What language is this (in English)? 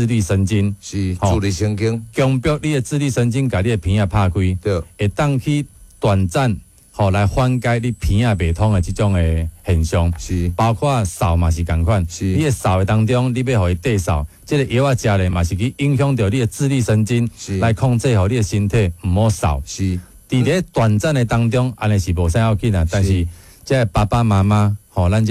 Min Nan Chinese